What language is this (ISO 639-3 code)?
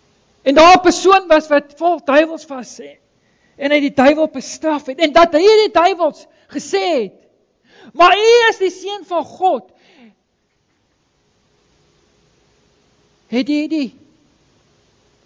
afr